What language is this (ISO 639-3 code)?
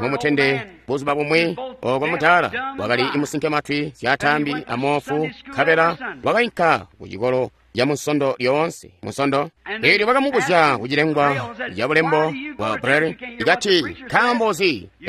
toi